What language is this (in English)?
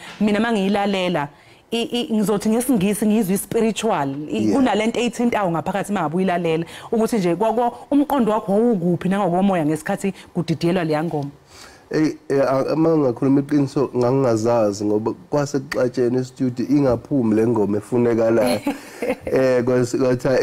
Zulu